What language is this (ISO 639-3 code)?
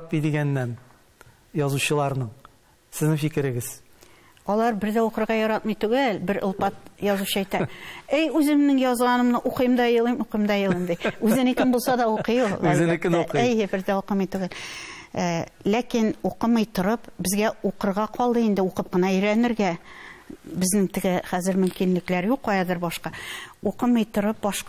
tat